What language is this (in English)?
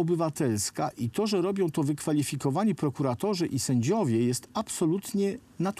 Polish